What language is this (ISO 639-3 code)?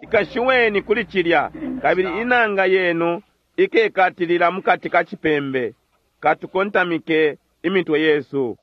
bem